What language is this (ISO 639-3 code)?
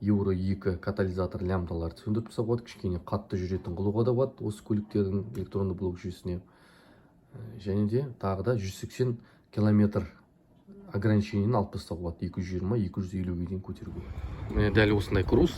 kaz